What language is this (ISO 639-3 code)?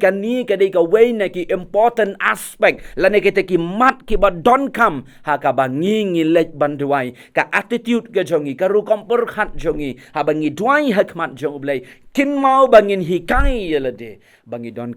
kha